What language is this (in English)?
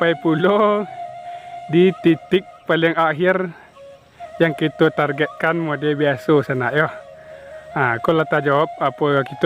Minangkabau